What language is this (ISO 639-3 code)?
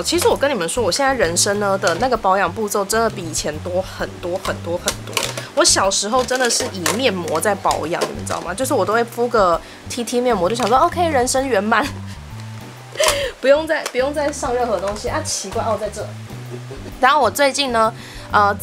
zho